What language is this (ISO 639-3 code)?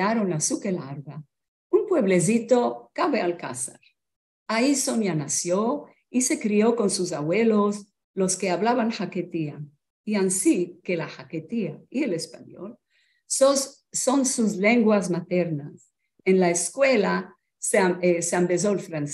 lad